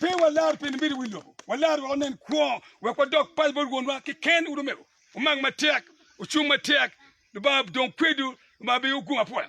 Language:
Acoli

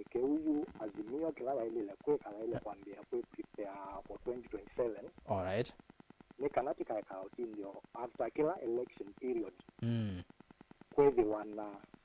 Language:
Kamba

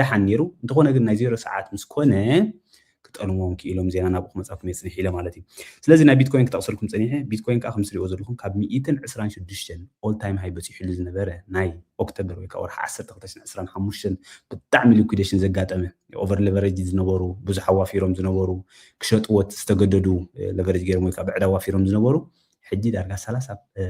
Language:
Tigrinya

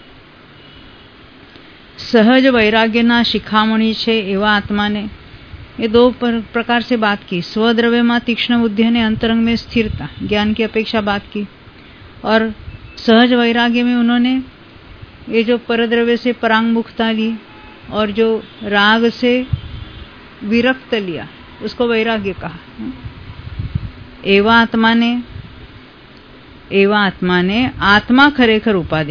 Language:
Hindi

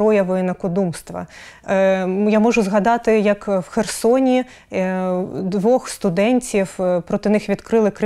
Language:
Ukrainian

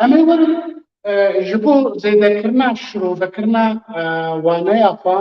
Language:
Kurdish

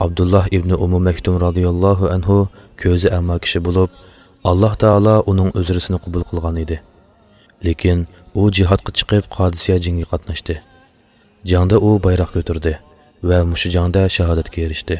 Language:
Uyghur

